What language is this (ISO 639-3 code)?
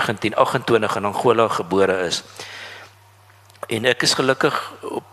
afr